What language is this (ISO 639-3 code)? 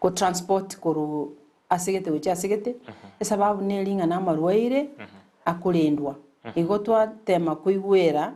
guz